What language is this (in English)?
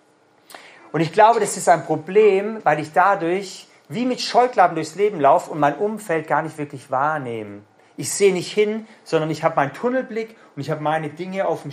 German